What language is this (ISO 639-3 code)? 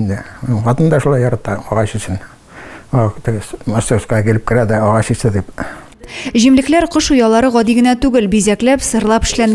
tat